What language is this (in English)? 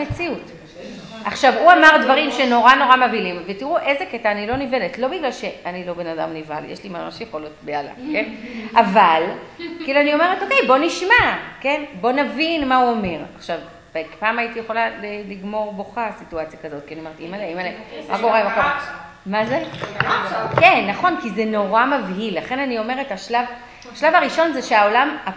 Hebrew